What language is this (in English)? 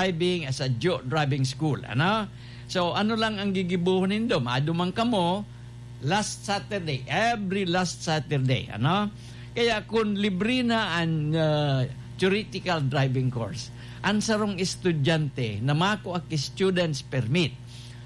Bikol